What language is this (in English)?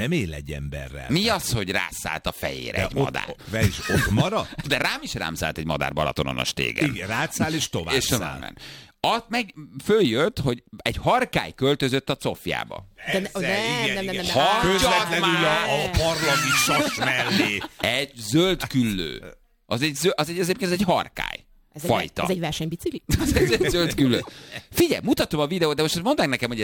Hungarian